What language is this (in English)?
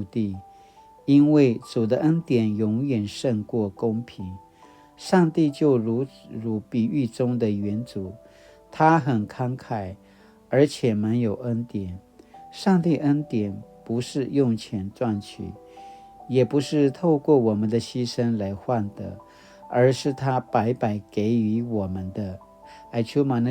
Paiwan